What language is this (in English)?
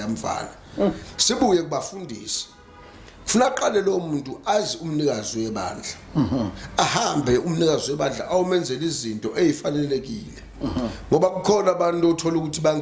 Zulu